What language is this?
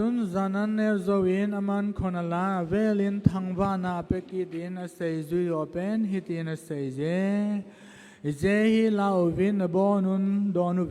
Thado Chin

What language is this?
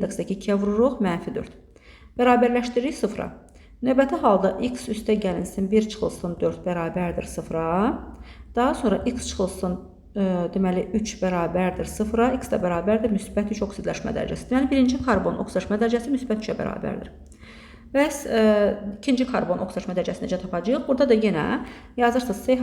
Azerbaijani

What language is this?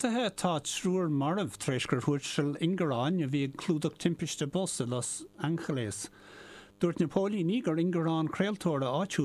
Irish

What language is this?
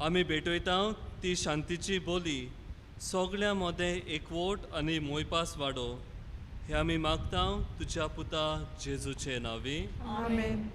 Konkani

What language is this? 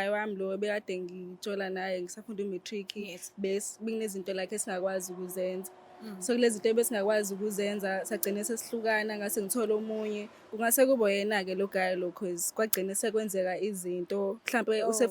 Zulu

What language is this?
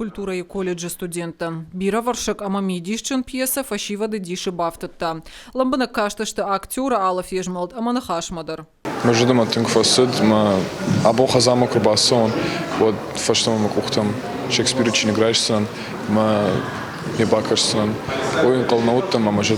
Ossetic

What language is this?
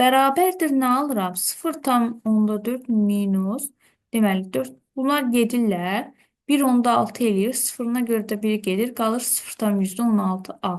Azerbaijani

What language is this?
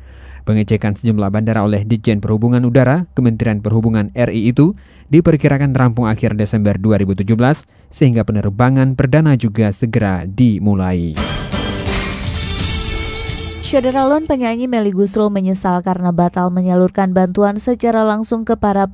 Indonesian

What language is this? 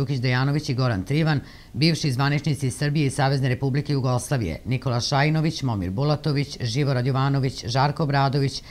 Serbian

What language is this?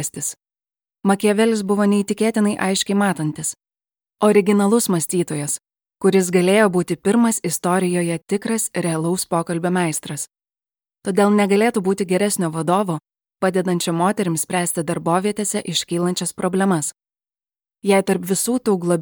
Lithuanian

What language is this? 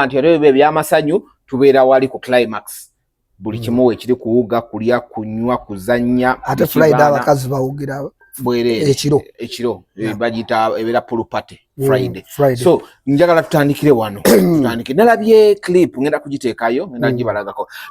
Ganda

